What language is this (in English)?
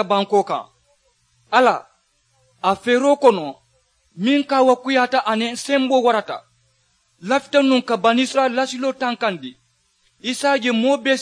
Mandingo